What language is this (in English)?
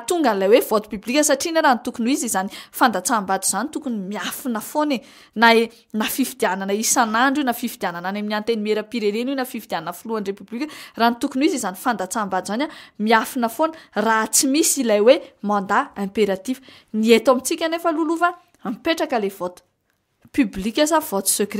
Malagasy